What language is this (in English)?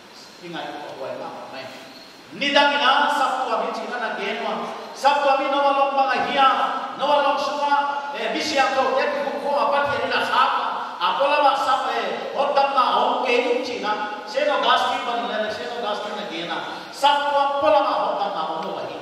Paite Chin